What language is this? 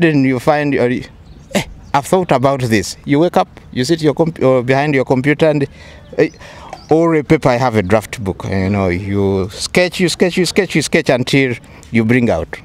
Nyoro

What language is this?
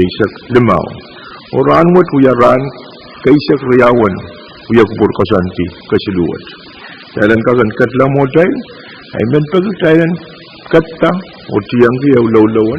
Pohnpeian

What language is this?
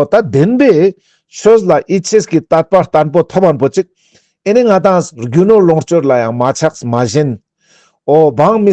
Ladakhi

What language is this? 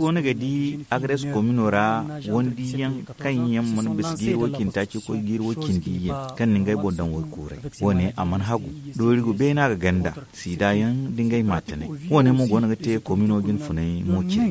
Zarma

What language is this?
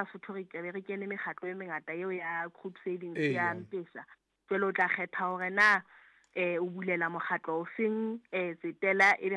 Southern Sotho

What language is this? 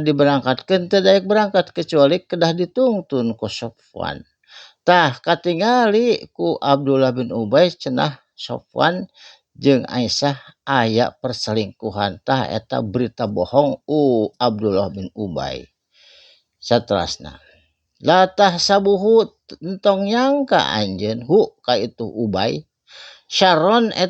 Sundanese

